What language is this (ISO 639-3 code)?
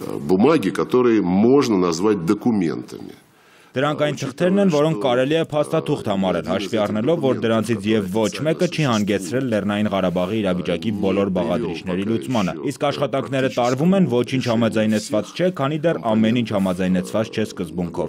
hye